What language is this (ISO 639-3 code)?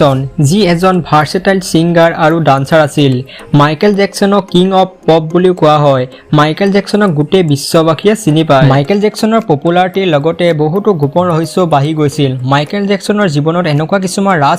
asm